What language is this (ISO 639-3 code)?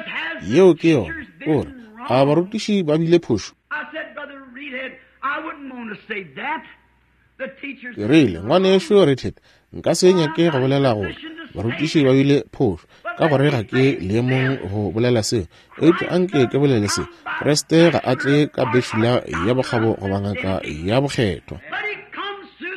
nso